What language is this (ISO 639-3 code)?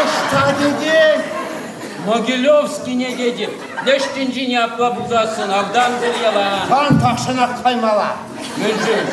chv